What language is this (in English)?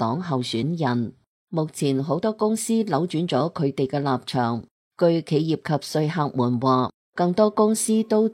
Cantonese